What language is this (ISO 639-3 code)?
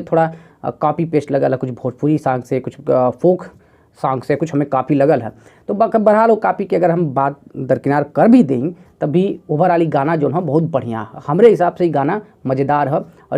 bho